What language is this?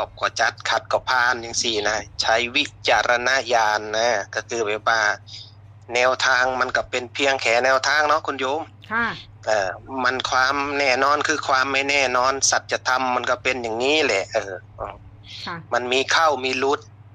Northeastern Thai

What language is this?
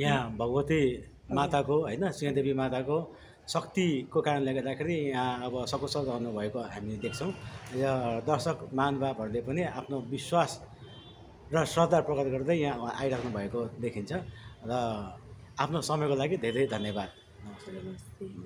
Nepali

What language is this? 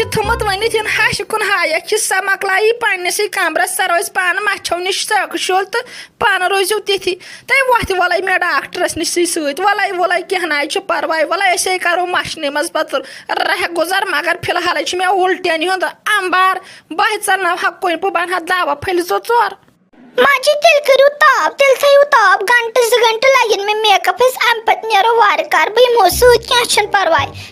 Kashmiri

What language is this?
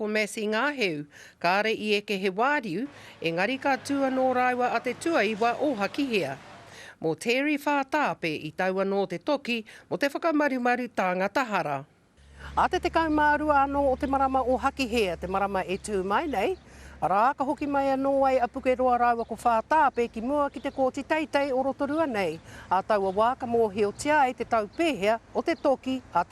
Māori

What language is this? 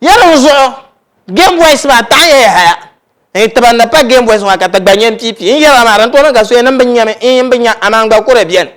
Dagbani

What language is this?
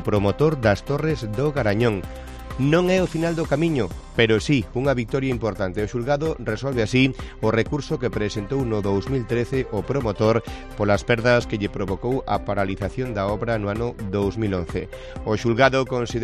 Galician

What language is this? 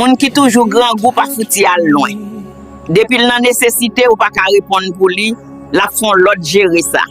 Haitian Creole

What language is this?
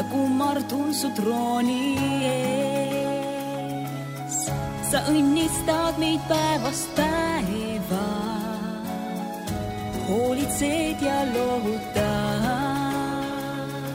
Estonian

